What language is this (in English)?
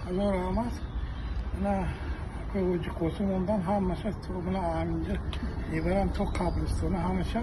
Tajik